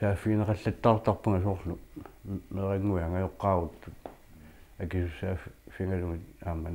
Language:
Kalaallisut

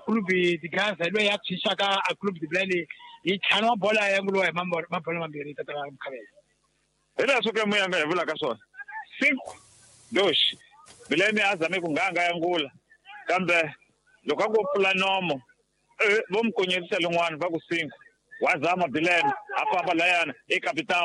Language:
Tsonga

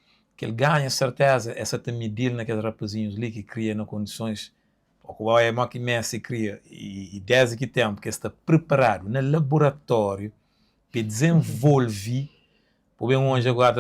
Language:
Kabuverdianu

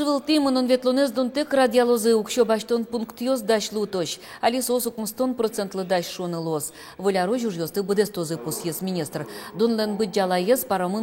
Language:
Udmurt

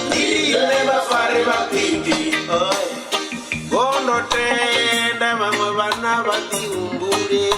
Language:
Venda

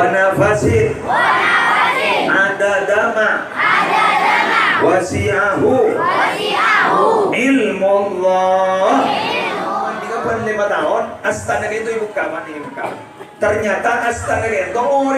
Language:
Madurese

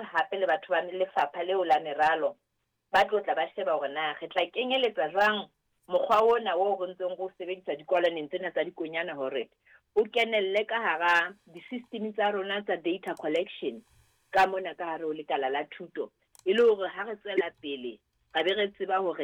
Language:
Southern Sotho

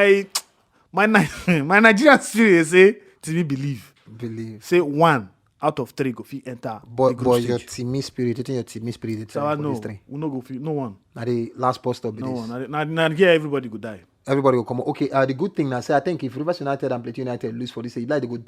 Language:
Nigerian Pidgin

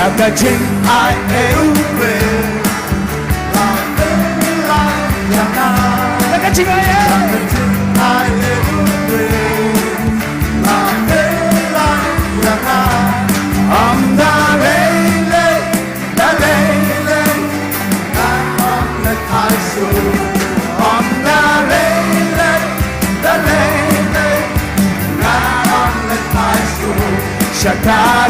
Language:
Khasi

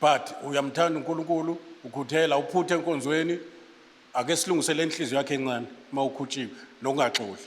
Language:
Zulu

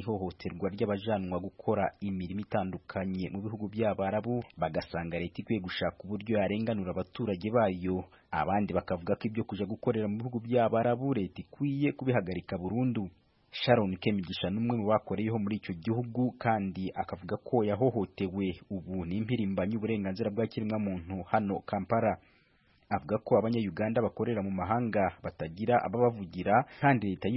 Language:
Kinyarwanda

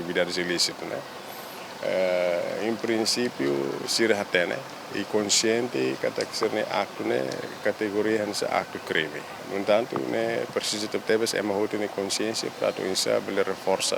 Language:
Tetum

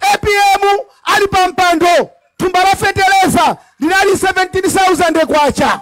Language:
Nyanja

